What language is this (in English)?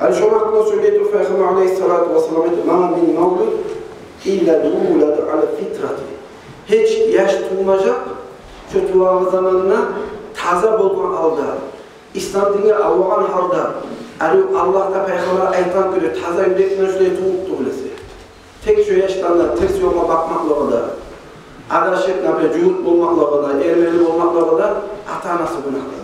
Kumyk